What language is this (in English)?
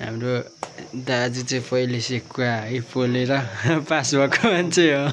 Nepali